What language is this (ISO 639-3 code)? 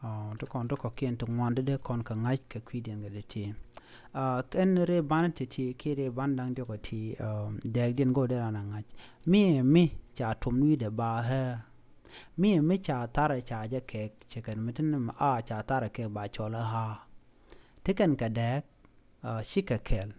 nus